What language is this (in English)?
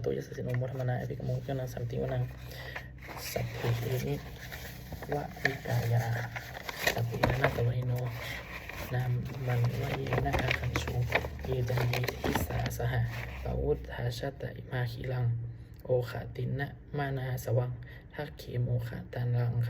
Pali